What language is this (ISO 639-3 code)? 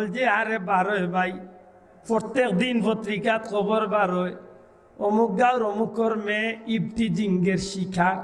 syl